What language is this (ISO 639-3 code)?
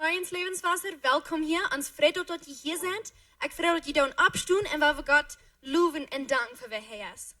pdt